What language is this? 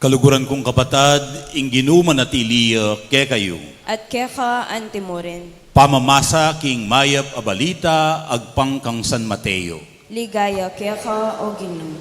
Pampanga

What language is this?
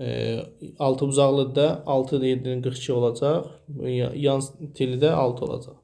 Azerbaijani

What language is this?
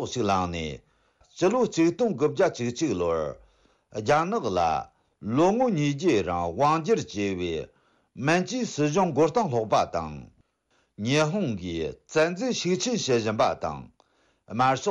Tibetan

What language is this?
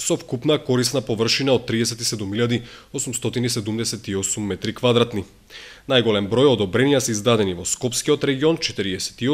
Macedonian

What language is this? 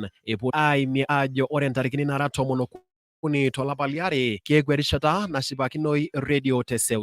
Masai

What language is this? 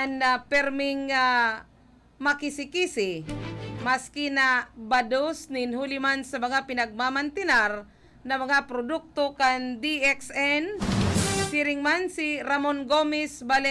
Bikol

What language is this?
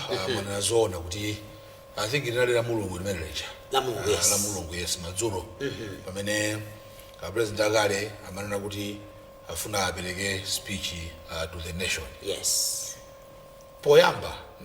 Nyanja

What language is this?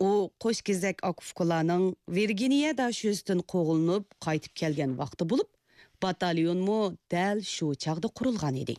Uyghur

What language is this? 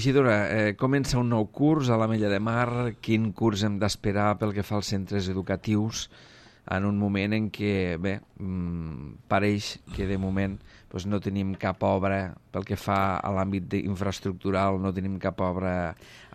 Catalan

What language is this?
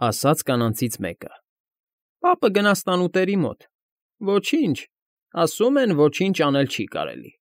Armenian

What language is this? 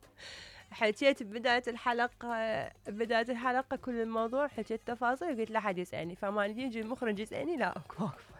Mesopotamian Arabic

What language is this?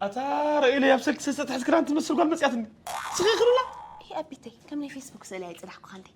Tigrinya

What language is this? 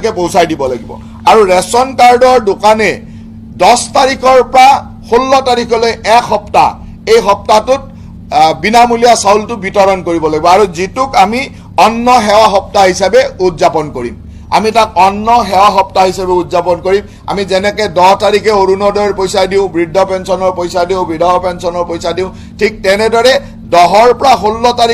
Assamese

